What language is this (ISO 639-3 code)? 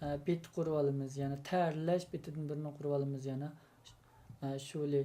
uig